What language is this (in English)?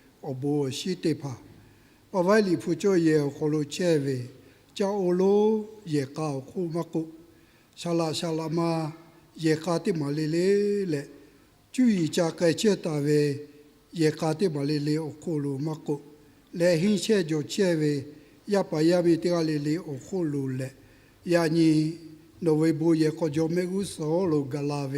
Lahu